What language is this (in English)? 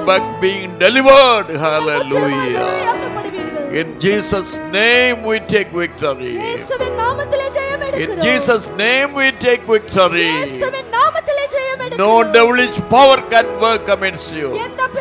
Tamil